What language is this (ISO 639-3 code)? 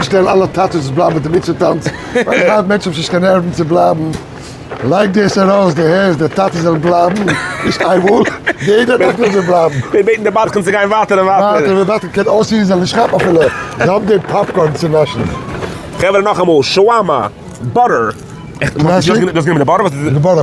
yid